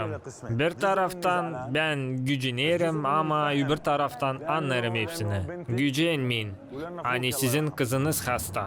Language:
Gagauz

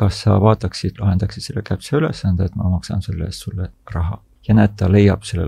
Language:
Estonian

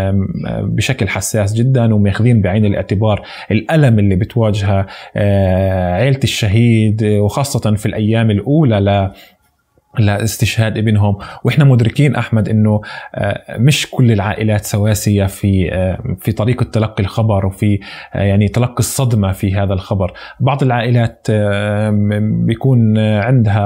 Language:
North Levantine Arabic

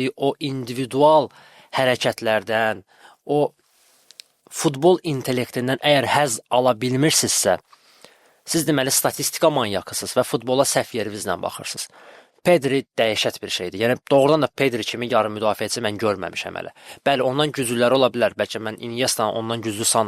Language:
Azerbaijani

